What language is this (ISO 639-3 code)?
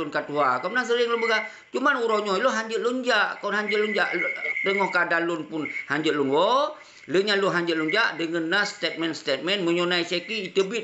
ace